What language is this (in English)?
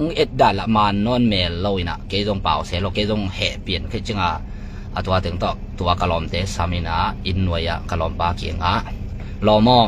Tedim Chin